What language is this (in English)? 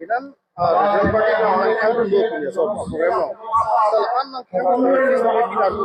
Karbi